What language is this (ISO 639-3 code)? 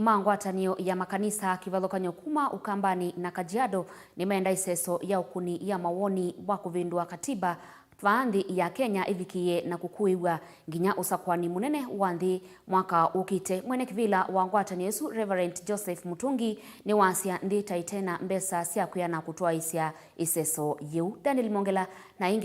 kam